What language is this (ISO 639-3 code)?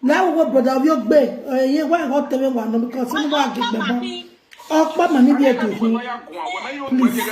pcm